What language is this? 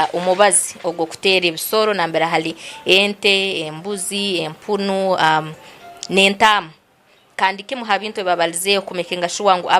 Nyankole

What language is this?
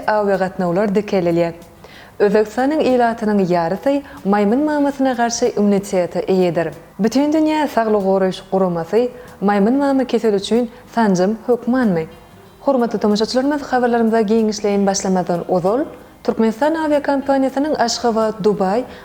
Turkmen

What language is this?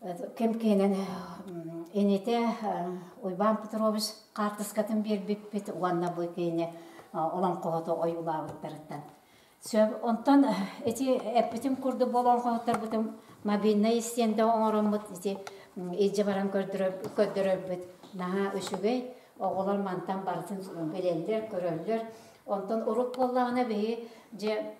Yakut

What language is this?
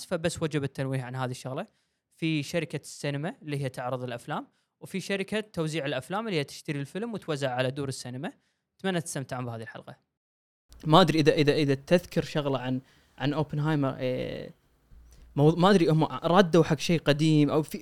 Gulf Arabic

